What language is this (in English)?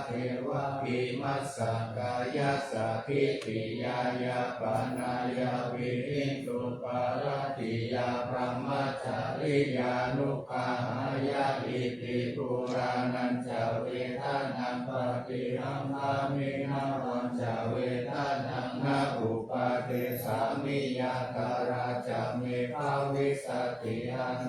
Pali